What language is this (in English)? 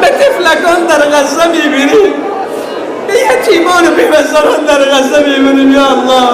Persian